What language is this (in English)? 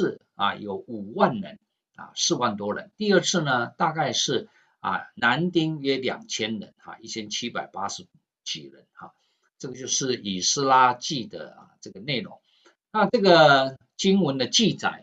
Chinese